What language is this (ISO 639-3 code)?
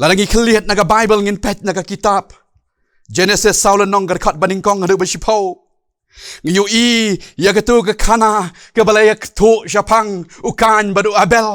kha